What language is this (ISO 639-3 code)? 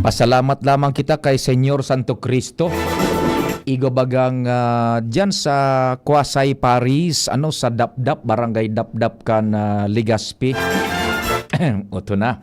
bik